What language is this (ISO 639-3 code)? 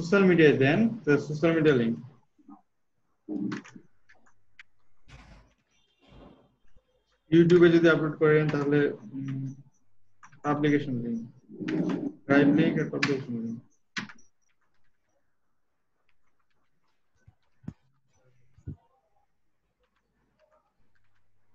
ben